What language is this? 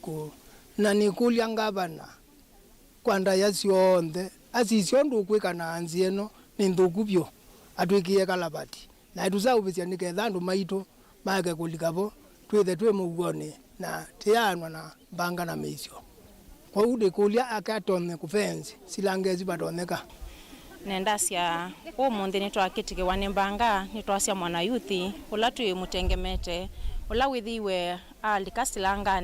Kamba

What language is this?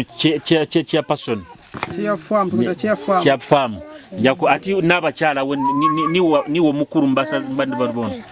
Nyoro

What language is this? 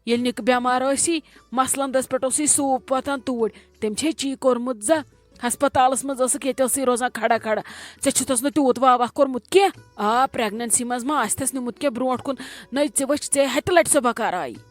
Kashmiri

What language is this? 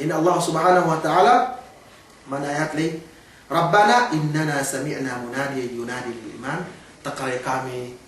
Yakan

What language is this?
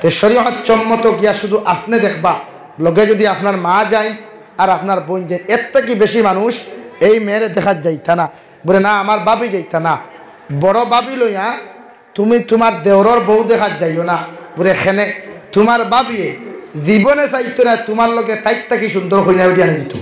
Sylheti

